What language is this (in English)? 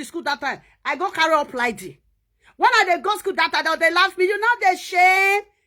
Nigerian Pidgin